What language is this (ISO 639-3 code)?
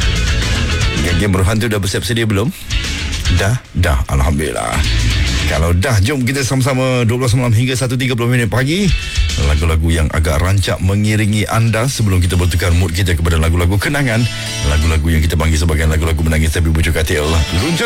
msa